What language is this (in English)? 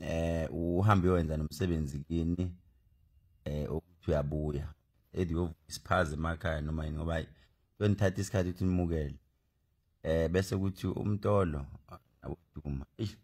Zulu